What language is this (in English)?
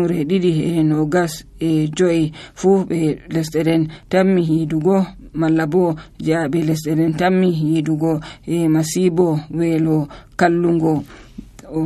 Nigerian Fulfulde